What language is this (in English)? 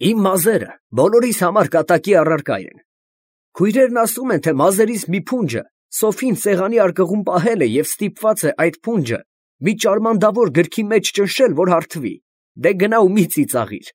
Armenian